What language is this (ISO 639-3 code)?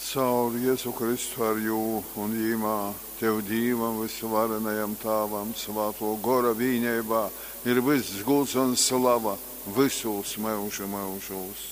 ltg